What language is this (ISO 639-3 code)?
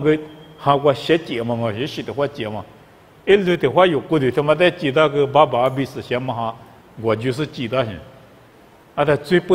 lis